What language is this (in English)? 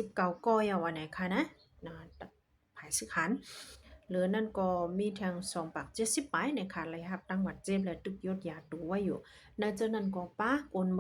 Shan